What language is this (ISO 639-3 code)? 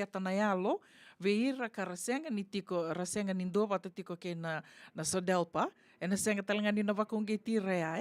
fij